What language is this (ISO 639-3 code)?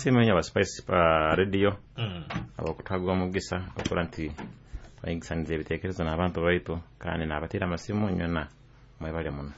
nyo